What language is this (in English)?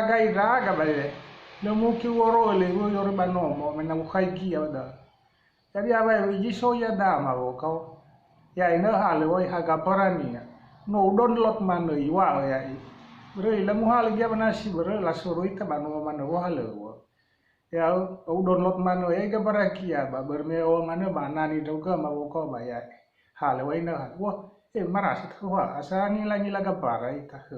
Nias